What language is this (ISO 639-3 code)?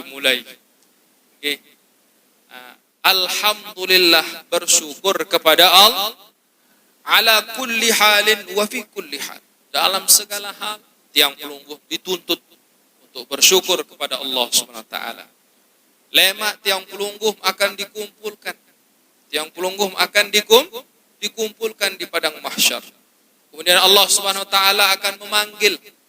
sas